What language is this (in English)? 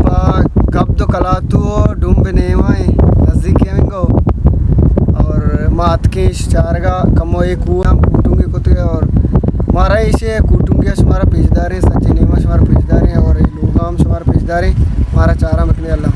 Baluchi